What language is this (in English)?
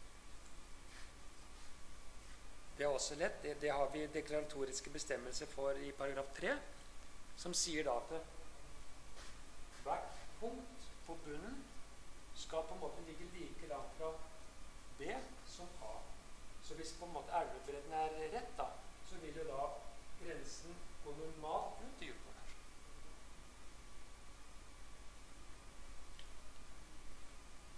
Norwegian